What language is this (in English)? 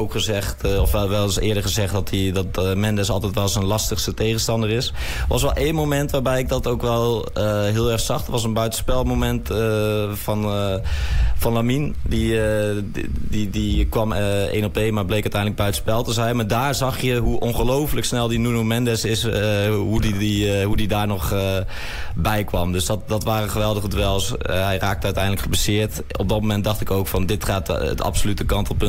Dutch